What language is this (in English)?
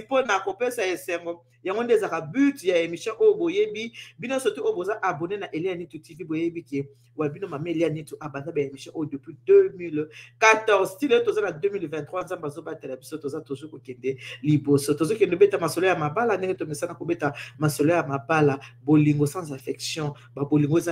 Lingala